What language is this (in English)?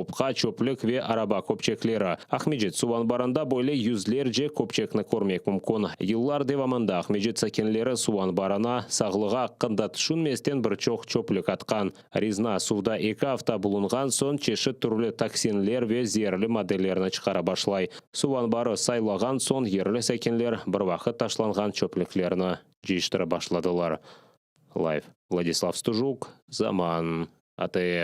Crimean Tatar